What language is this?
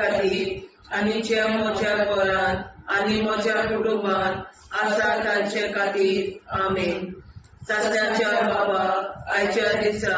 Konkani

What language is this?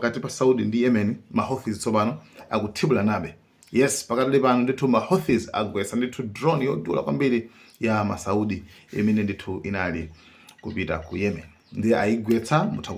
Nyanja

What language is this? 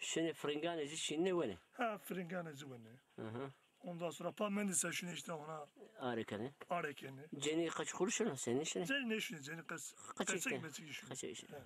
Zaza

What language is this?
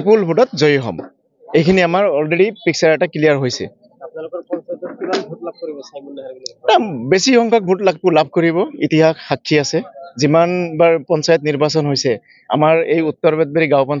Assamese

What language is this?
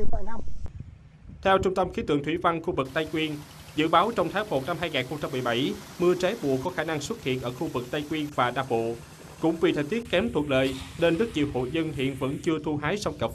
Vietnamese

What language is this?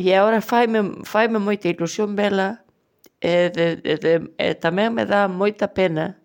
Galician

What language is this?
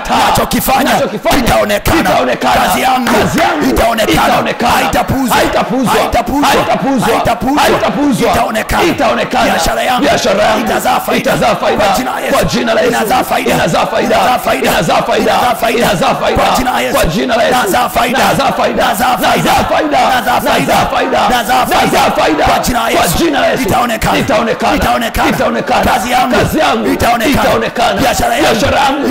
Swahili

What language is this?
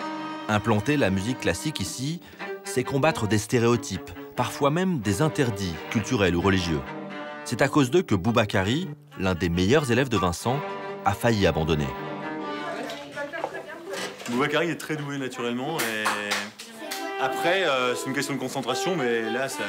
French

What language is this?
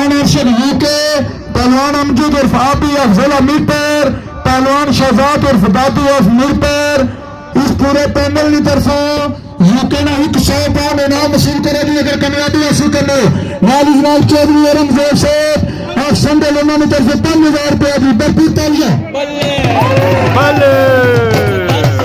Pahari-Potwari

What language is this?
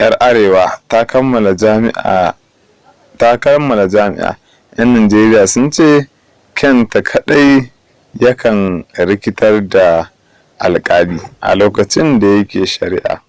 Hausa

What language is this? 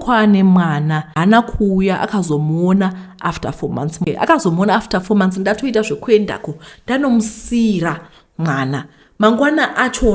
Shona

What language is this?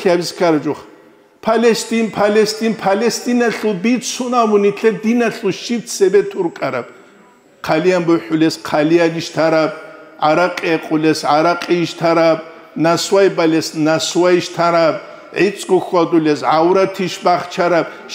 Avaric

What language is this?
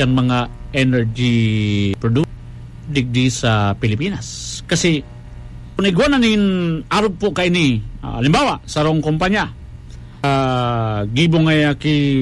Bikol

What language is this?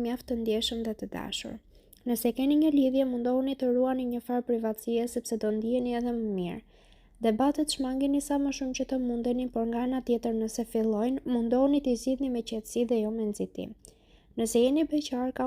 Albanian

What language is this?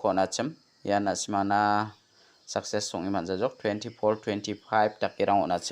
Garo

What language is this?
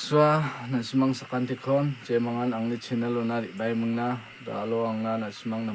Garo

